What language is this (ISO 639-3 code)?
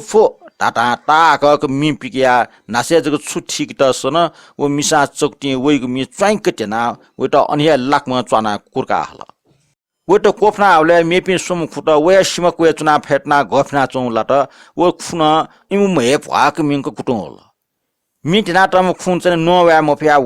new